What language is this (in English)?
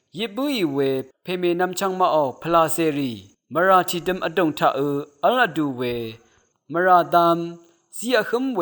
Rawang